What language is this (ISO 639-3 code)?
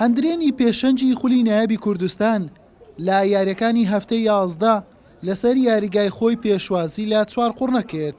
ckb